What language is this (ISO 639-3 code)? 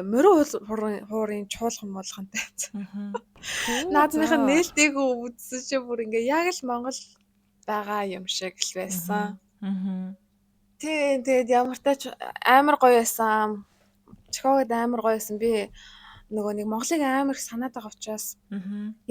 mon